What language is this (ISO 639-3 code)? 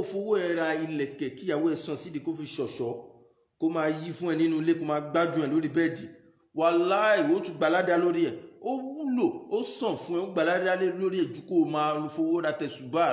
yor